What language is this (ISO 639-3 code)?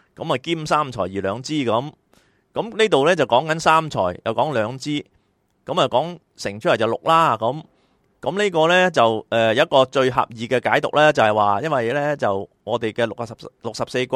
yue